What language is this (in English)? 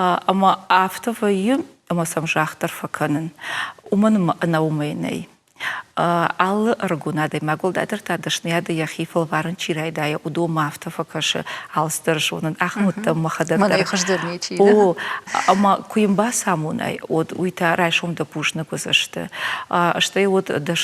Ossetic